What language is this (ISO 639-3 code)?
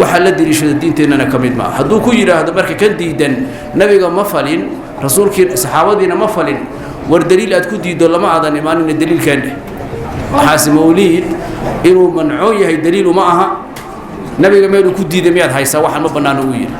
som